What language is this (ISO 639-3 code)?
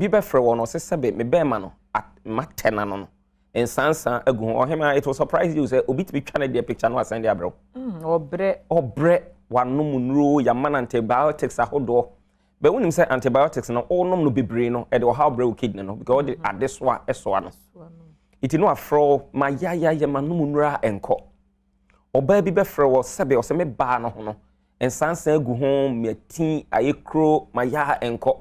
aka